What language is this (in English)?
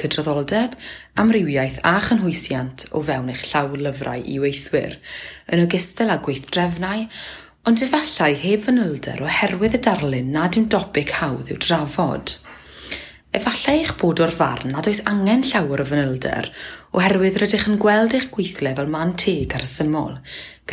Welsh